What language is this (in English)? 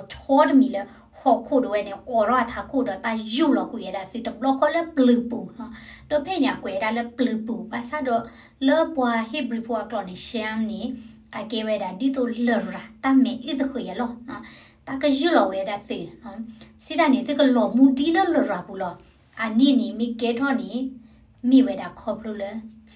S'gaw Karen